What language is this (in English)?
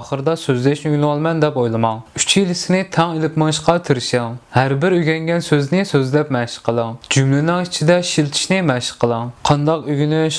Uyghur